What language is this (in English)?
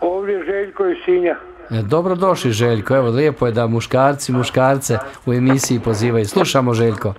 Bosnian